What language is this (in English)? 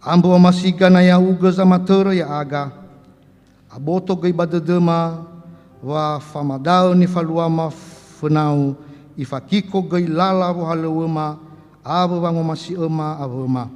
Nias